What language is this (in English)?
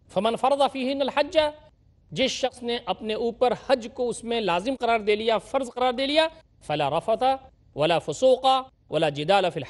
Urdu